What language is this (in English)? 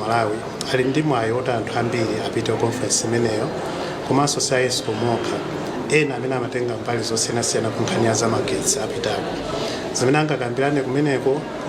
Nyanja